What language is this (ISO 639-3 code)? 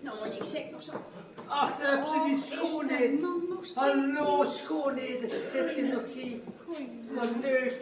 lim